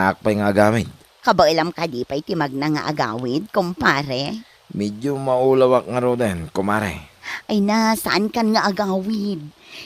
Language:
Iloko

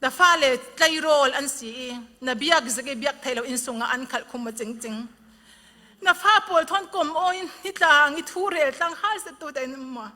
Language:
Falam Chin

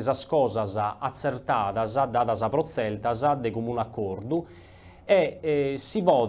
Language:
Sardinian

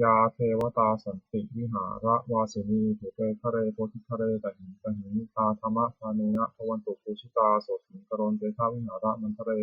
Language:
Pali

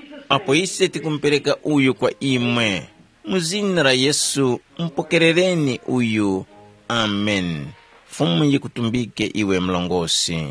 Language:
Tumbuka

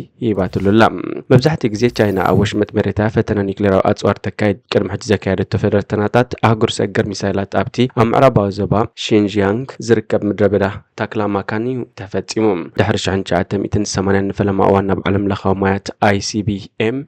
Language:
Tigrinya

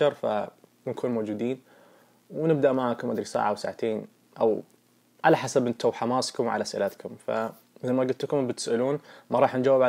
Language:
Najdi Arabic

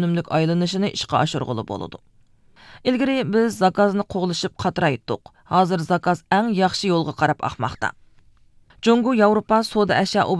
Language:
Uyghur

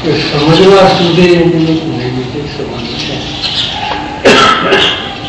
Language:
Gujarati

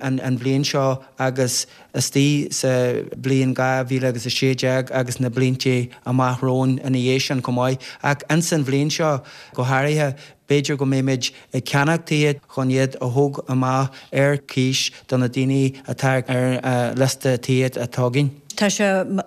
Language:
Irish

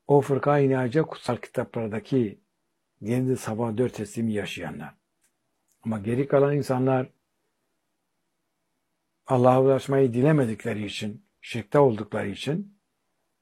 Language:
Turkish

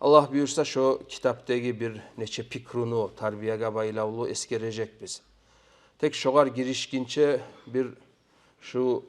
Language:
Kumyk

